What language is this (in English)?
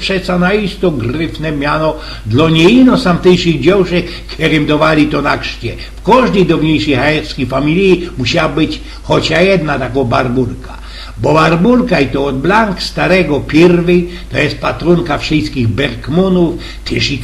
Silesian